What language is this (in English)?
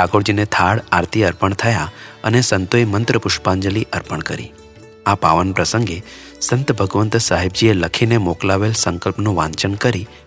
Gujarati